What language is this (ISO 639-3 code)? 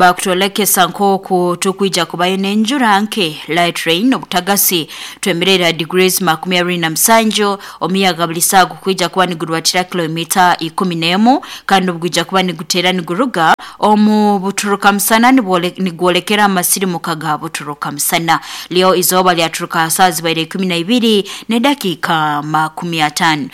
nyo